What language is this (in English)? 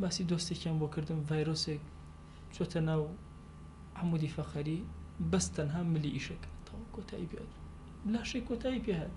Central Kurdish